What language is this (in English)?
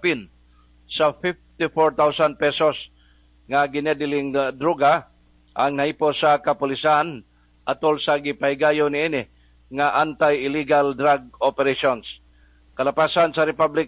Cebuano